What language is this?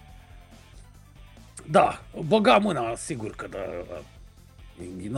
Romanian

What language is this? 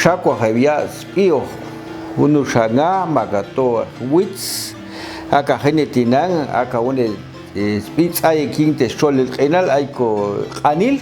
Popti'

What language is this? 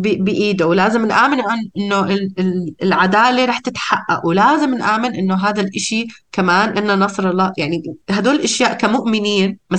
North Levantine Arabic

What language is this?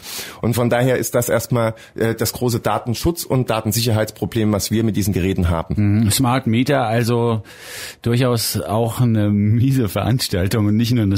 German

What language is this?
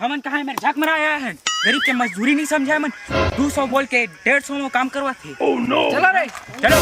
Chhattisgarhi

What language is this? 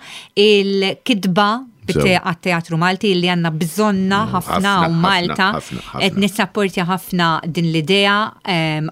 Maltese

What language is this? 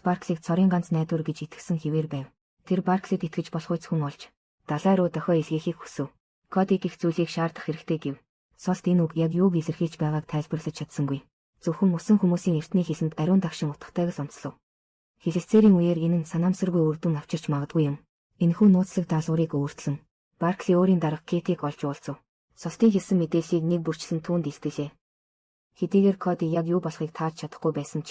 Mongolian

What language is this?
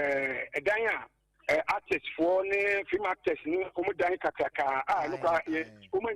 Akan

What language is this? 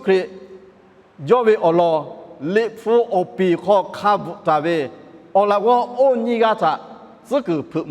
Lahu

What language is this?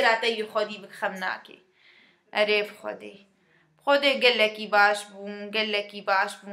Kurdish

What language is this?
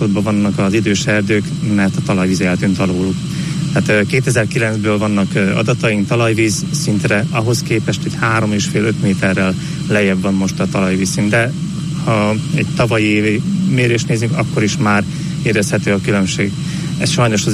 Hungarian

